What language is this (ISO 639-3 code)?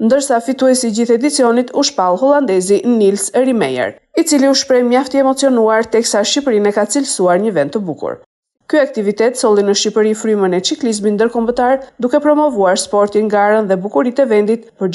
sqi